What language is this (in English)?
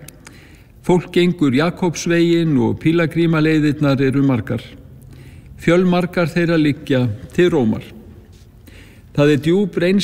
Icelandic